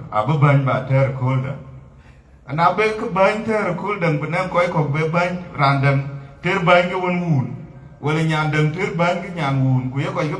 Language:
Dinka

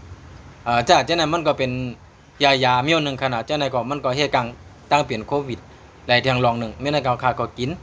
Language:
Shan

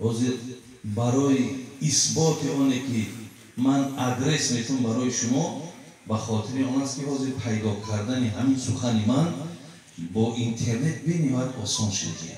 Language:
Tajik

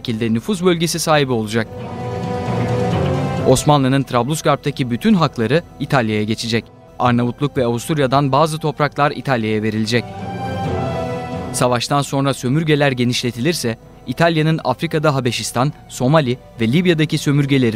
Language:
Turkish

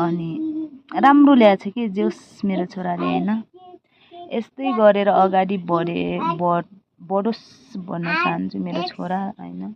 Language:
Nepali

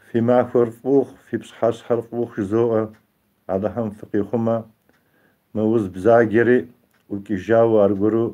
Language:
Kabardian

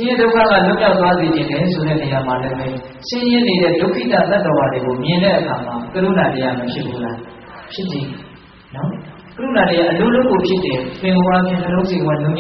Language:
Burmese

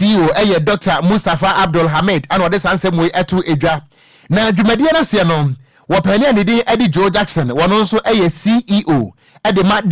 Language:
Akan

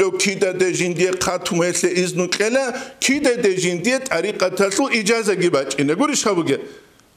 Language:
Avaric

